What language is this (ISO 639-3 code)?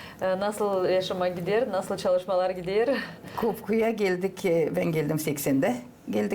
gag